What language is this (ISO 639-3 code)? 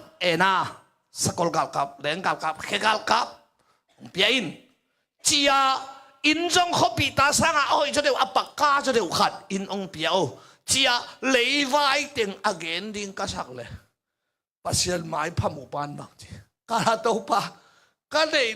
ctd